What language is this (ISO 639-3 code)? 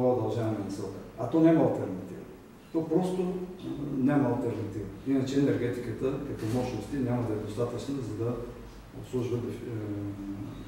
bul